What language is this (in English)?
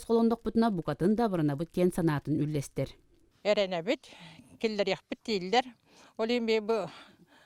Yakut